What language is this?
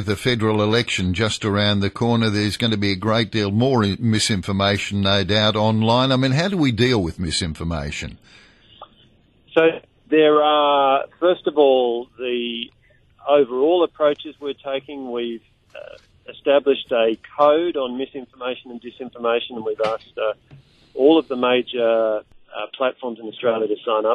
English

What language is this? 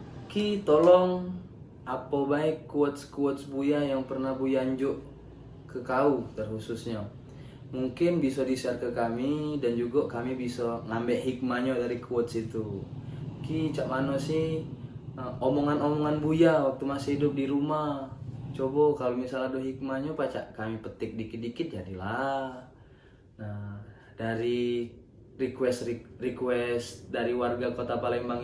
Musi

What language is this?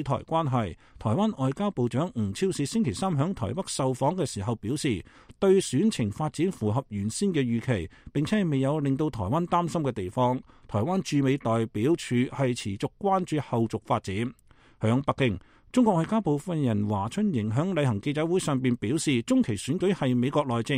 Cantonese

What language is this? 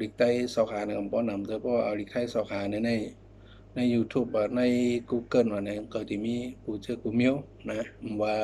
Shan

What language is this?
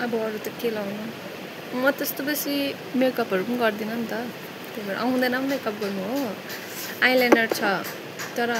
Nepali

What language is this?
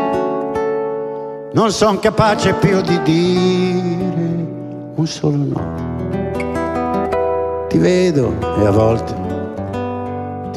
Italian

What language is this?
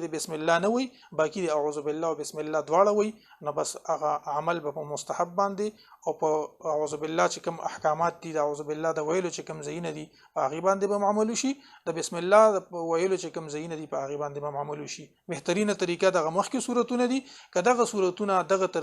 Pashto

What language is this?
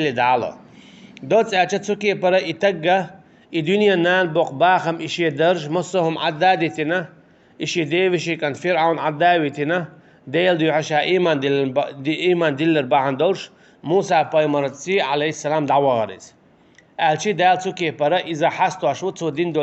Chechen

